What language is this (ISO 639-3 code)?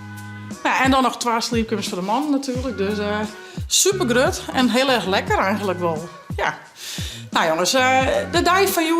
fry